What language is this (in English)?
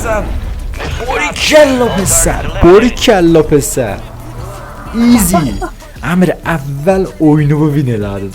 South Azerbaijani